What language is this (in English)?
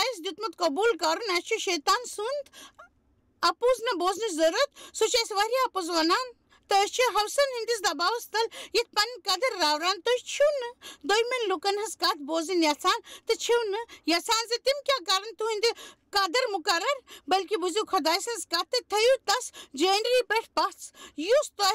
Kashmiri